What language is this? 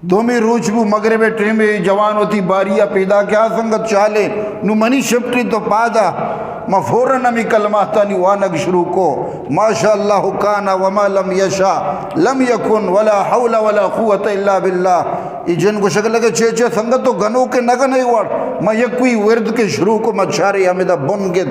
Eastern Balochi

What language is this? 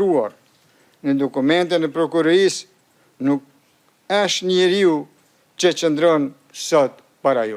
Albanian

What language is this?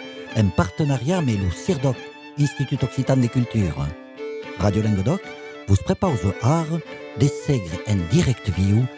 Occitan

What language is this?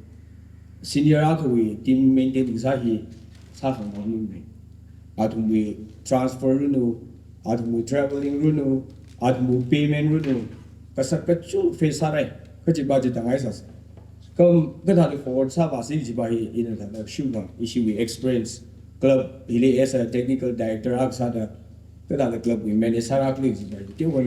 Tangkhul Naga (India)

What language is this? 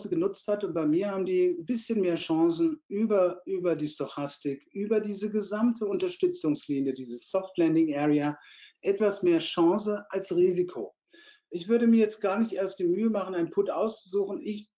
German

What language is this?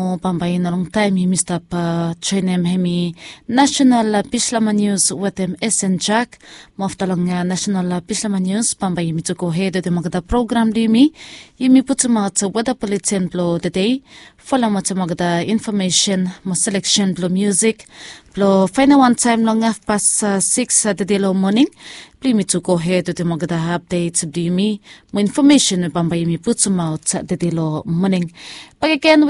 Bislama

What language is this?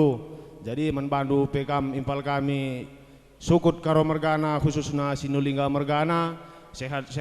Batak Karo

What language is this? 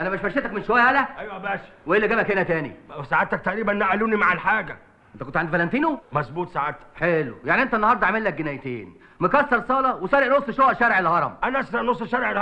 Egyptian Arabic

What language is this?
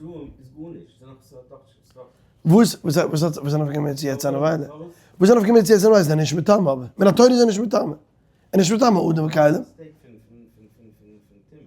Yiddish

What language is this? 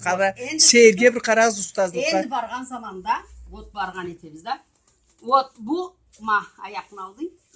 Karachay-Balkar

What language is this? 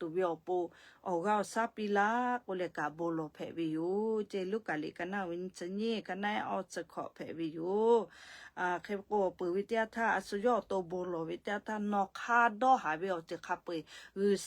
Lahu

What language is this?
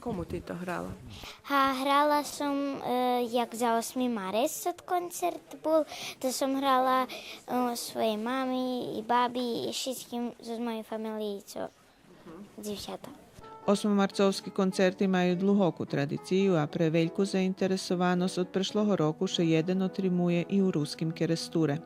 Rusyn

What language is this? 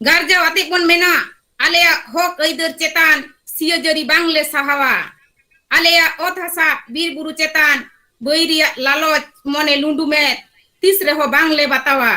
Santali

